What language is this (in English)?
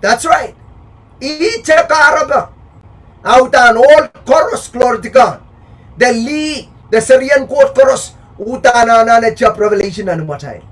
Pohnpeian